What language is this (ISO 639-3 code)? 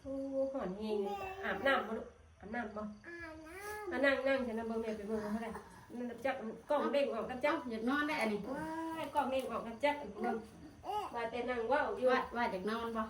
tts